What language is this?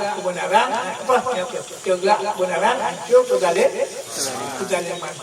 Achinese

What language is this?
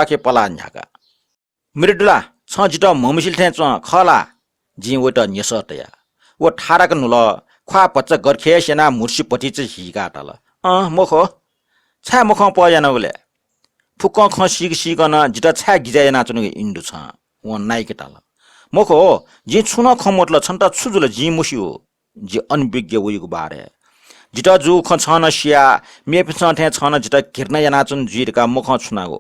Newari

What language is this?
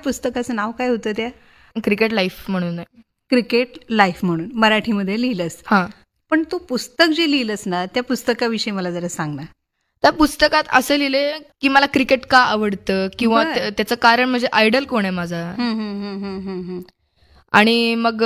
Marathi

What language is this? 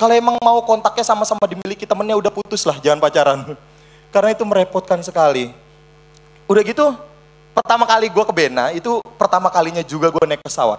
Indonesian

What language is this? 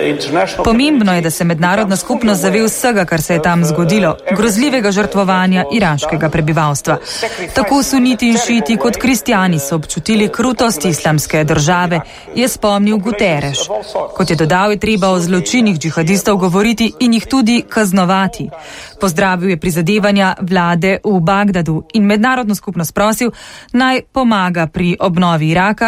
Slovenian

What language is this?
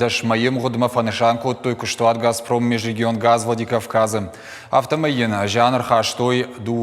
Ossetic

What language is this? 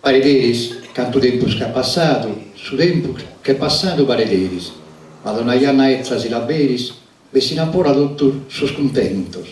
Sardinian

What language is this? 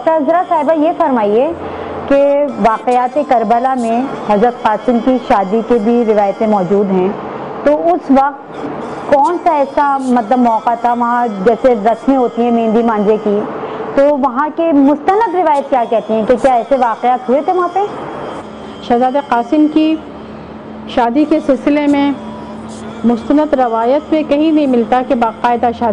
Urdu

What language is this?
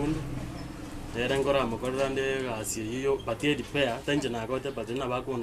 Gusii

